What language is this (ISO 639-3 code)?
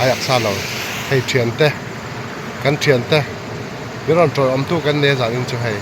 lus